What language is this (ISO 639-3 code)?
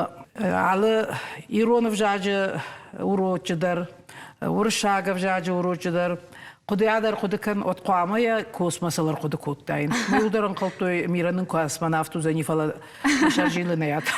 oss